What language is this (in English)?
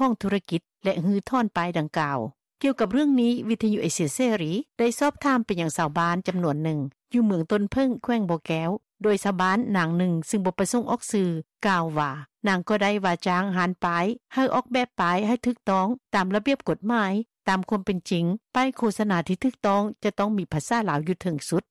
Lao